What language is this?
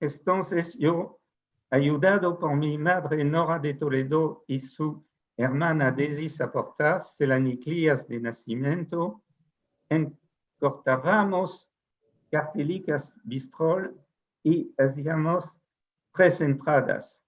Ladino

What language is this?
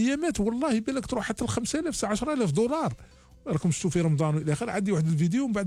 Algerian Arabic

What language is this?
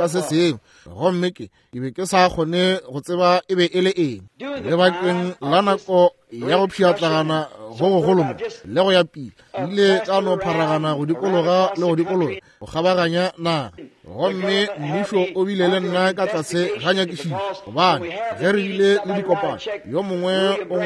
Northern Sotho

